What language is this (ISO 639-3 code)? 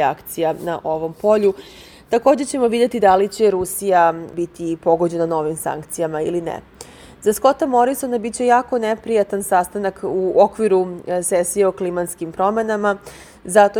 srp